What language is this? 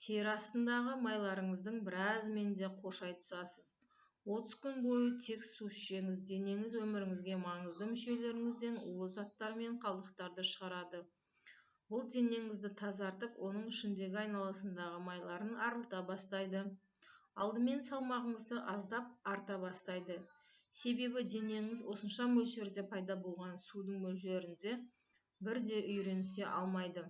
Kazakh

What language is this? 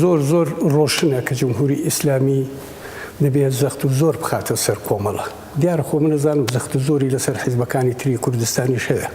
Central Kurdish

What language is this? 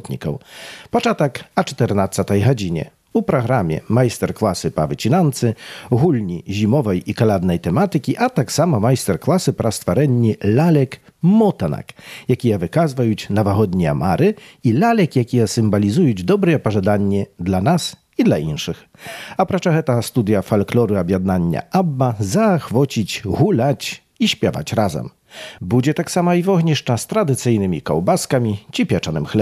Belarusian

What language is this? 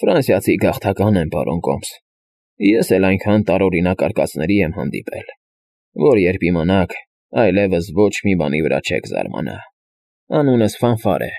Armenian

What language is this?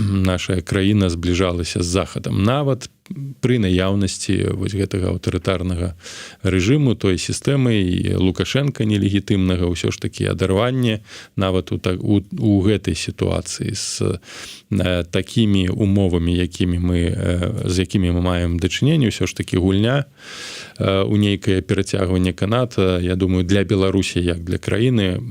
Belarusian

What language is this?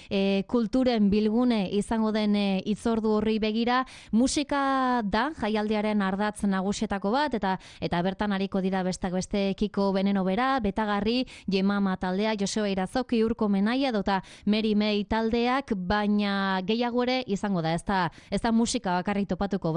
Basque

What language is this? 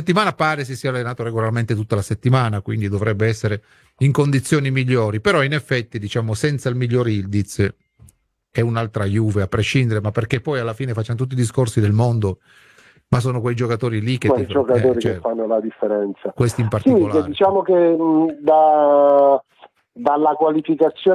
Italian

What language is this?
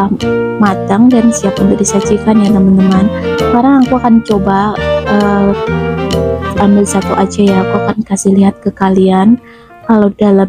Indonesian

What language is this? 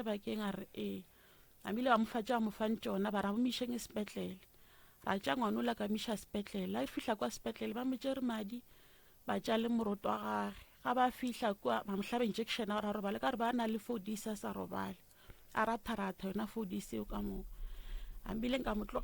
Northern Sotho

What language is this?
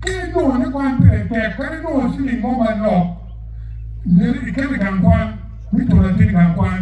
Acoli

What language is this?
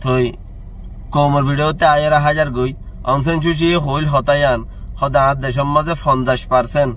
Rohingya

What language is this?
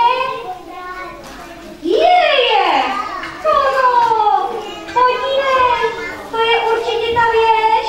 Czech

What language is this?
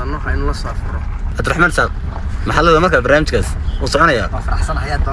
Somali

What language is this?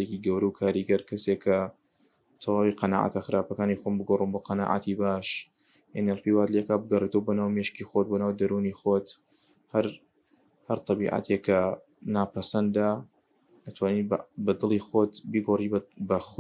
Central Kurdish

